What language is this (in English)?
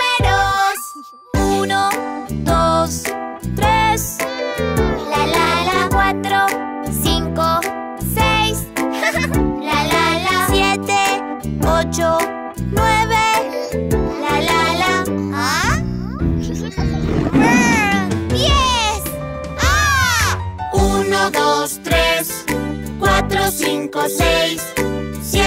Spanish